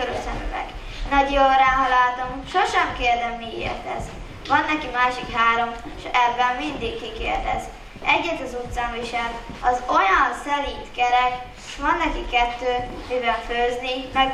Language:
Hungarian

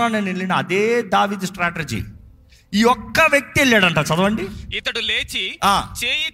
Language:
Telugu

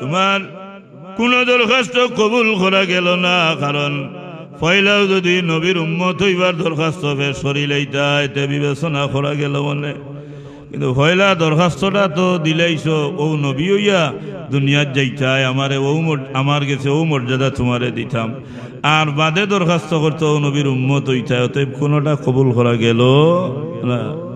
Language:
Sylheti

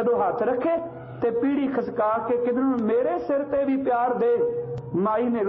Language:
Punjabi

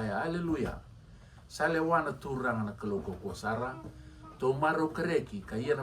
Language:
Fijian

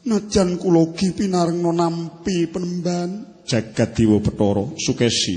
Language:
Javanese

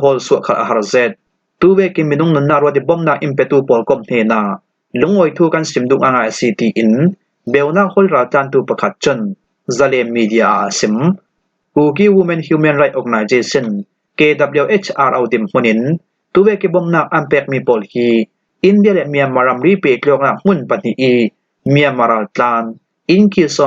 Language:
Falam Chin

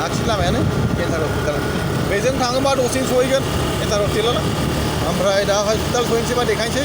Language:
Bodo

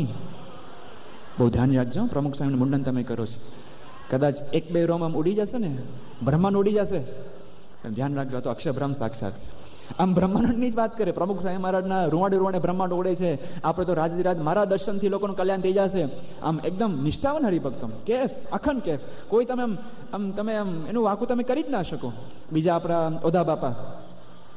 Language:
Gujarati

